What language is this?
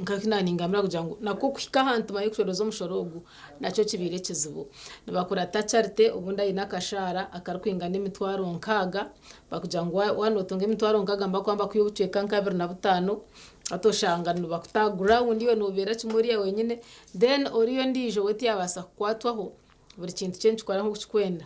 Nyankole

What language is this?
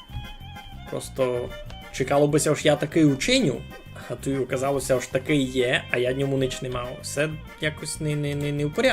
Rusyn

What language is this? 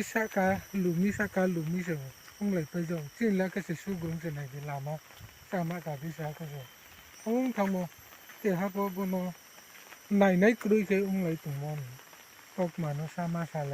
Riang (India)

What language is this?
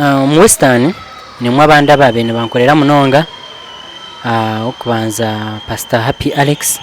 Nyankole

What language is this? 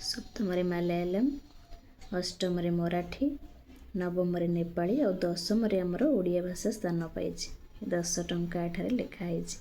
Odia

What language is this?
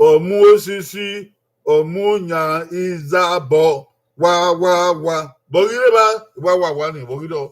Bini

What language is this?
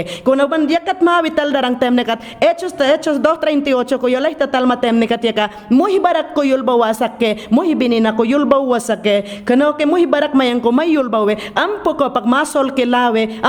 Mayangna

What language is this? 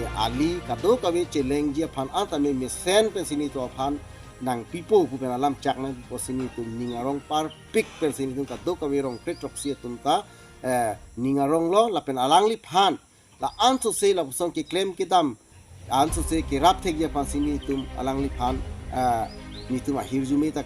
Karbi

